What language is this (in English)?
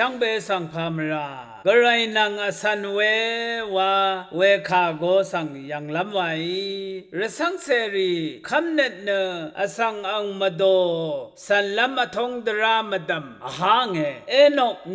Rawang